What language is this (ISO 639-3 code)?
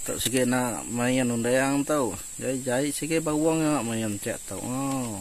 iba